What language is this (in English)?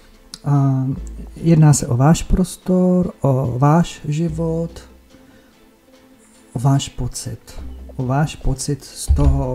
Czech